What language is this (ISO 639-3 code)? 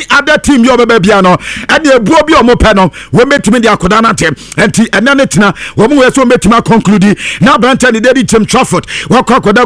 aka